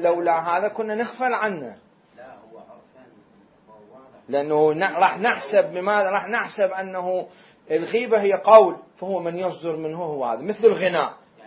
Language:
Mesopotamian Arabic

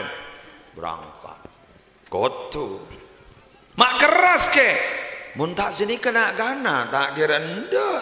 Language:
Madurese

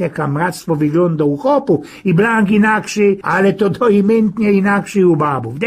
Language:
Silesian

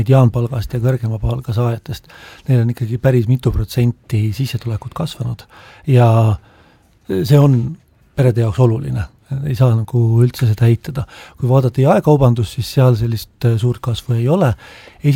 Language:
Estonian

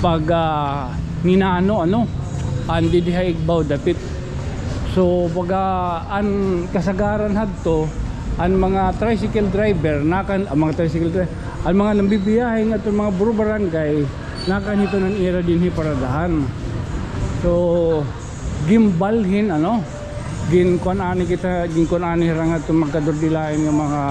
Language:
Waray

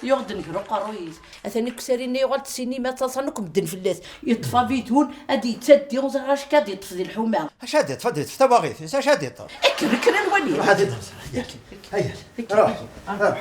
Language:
Kabyle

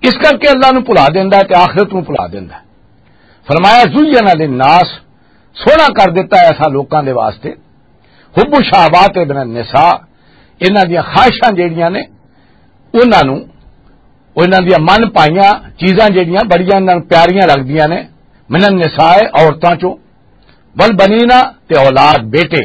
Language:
Western Panjabi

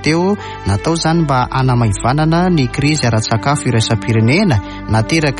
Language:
Malagasy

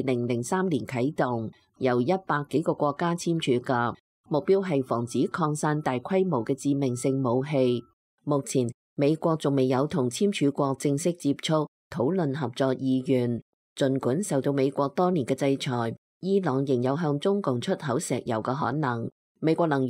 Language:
Cantonese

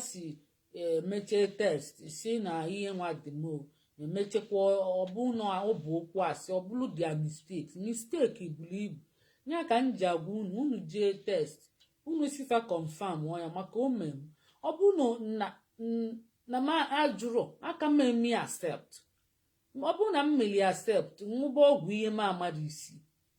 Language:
Igbo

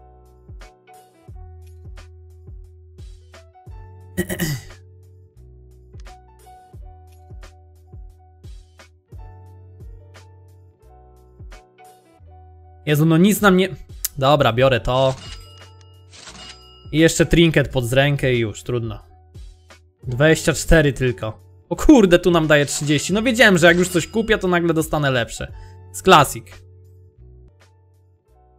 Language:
Polish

